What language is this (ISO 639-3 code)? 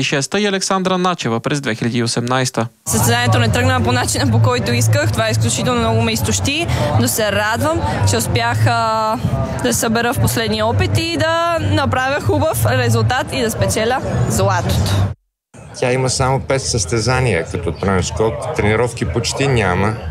bul